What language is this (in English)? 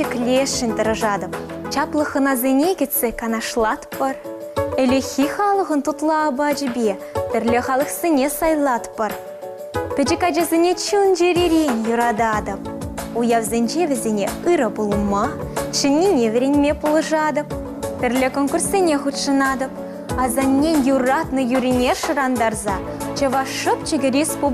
Chuvash